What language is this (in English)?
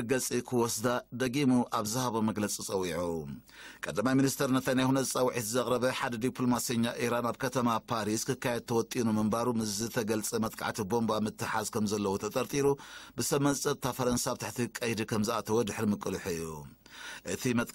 Tigrinya